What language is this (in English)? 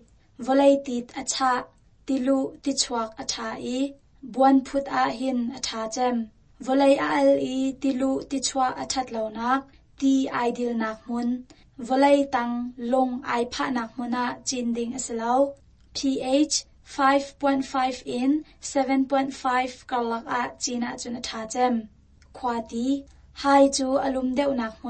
Hakha Chin